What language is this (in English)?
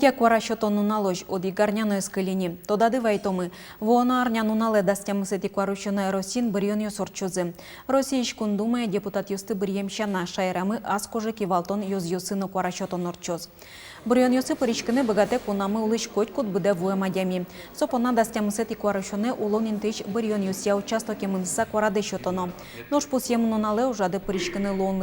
Udmurt